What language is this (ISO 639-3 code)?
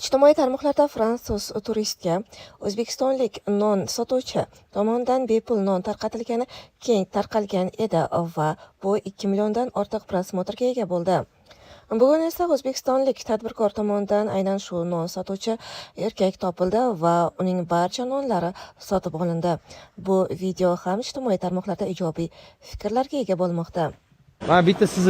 uzb